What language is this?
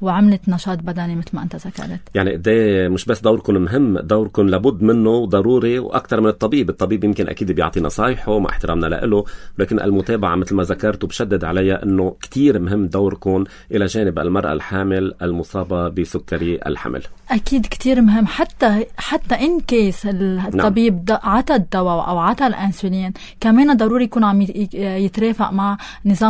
North Levantine Arabic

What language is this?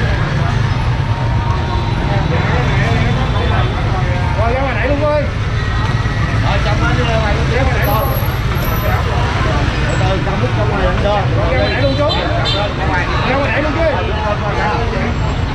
Vietnamese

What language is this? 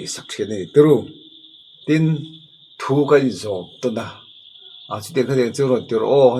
Mizo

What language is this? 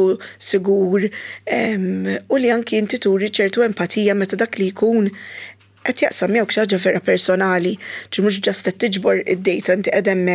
Maltese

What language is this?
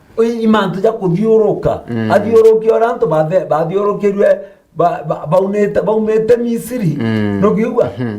Meru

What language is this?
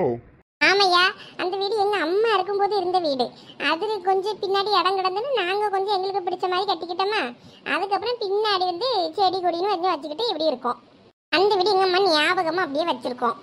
Tamil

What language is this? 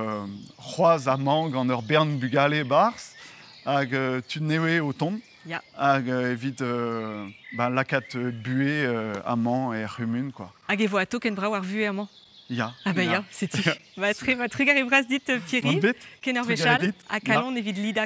Breton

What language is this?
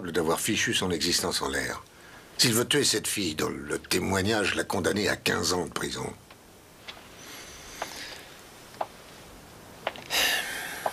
French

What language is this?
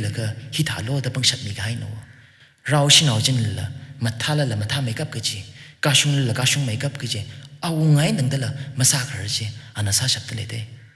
Tangkhul Naga (India)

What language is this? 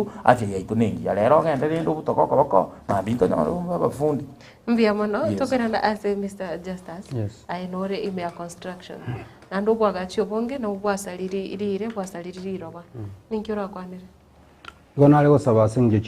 Gusii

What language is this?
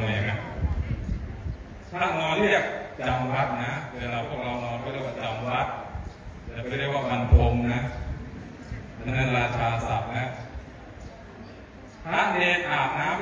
Thai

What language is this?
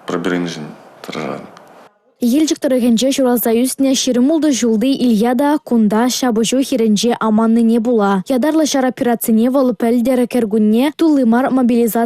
Chuvash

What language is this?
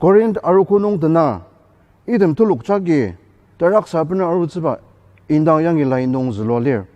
Ao Naga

